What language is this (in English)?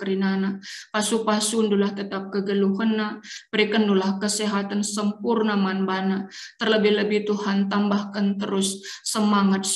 Batak Karo